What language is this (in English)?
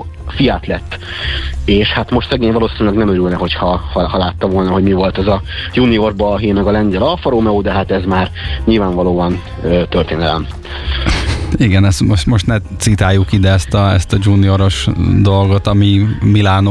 Hungarian